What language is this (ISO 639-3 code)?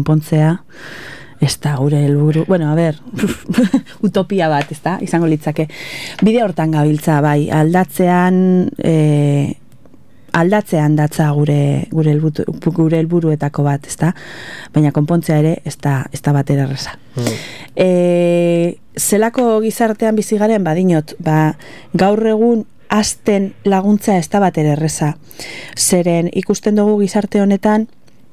eus